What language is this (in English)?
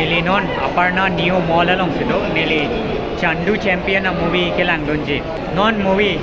Karbi